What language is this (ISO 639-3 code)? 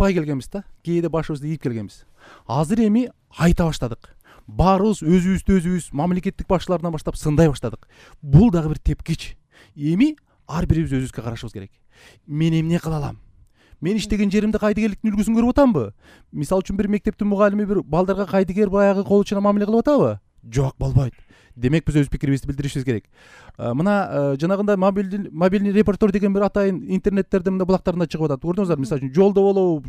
kir